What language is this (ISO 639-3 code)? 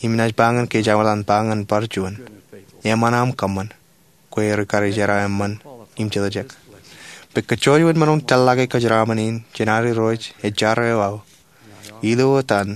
mah